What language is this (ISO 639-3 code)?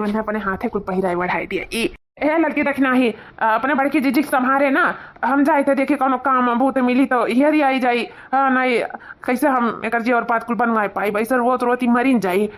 awa